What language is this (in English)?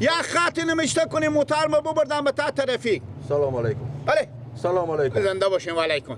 Persian